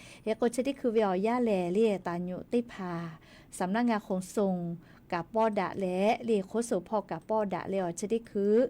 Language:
Lahu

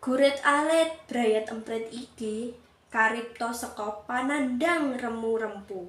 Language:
Javanese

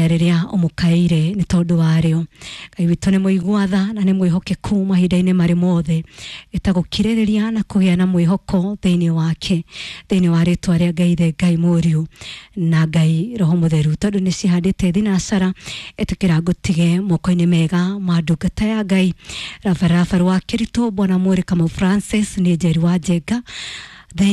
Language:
Kikuyu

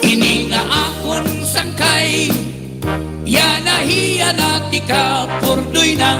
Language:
Waray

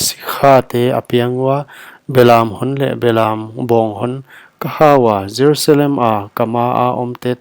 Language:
Paite Chin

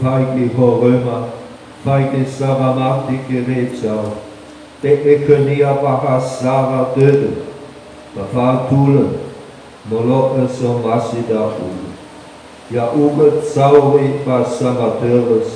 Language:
Nias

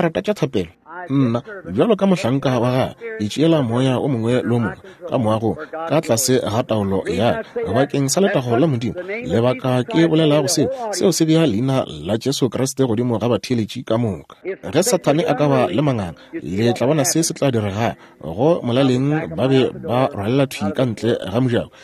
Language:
Northern Sotho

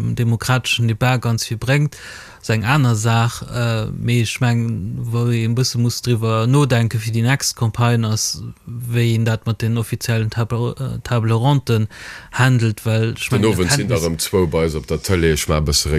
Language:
Luxembourgish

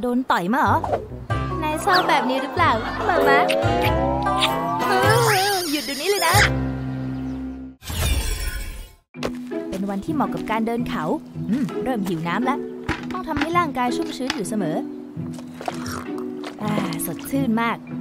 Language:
Thai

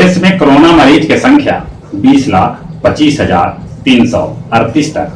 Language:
Magahi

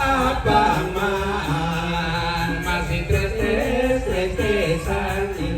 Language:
Balinese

